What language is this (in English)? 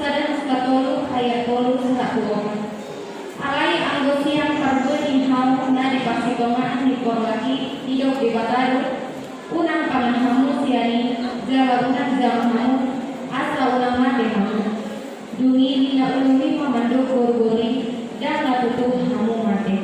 Batak Toba